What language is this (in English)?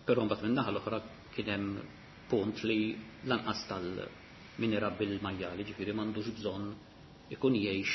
Maltese